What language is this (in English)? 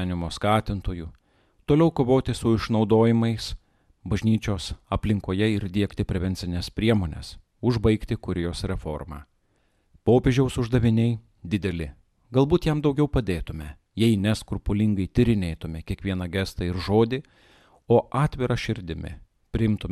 Lithuanian